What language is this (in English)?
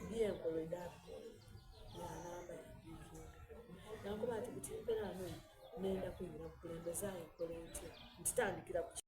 Soga